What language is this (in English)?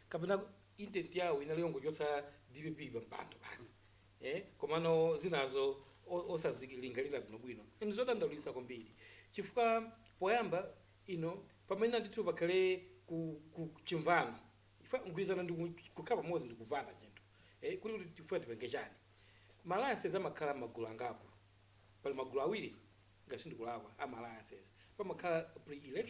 Nyanja